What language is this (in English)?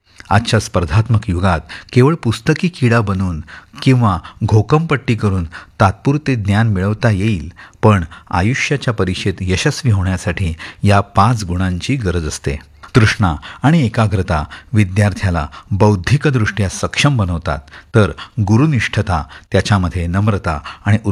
Marathi